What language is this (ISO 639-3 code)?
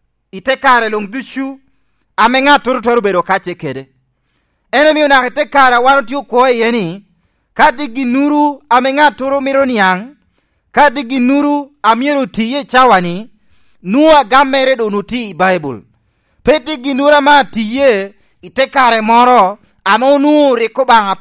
laj